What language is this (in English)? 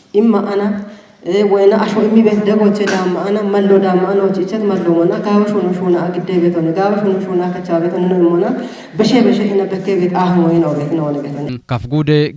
Kafa